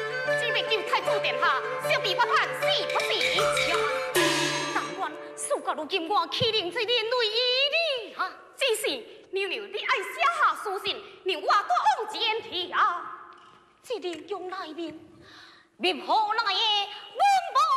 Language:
Min Nan Chinese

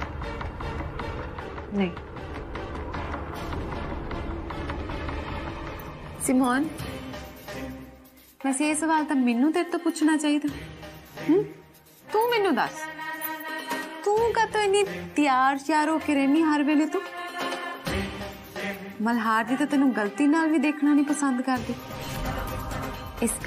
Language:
Punjabi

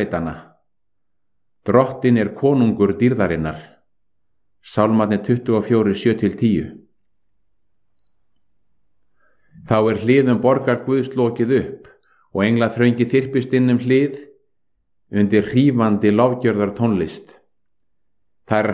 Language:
Icelandic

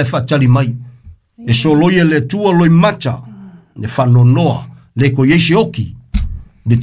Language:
Samoan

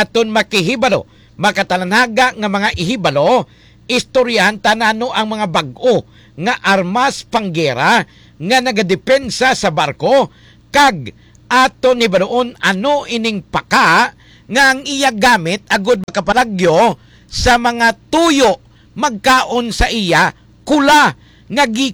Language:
Hiligaynon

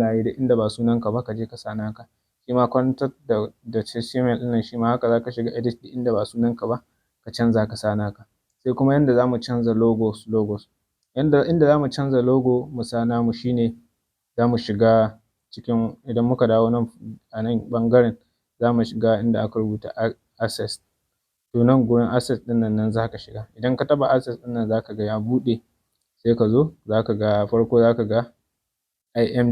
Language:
Hausa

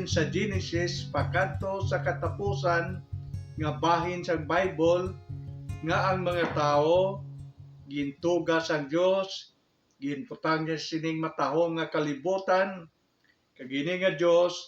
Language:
Hiligaynon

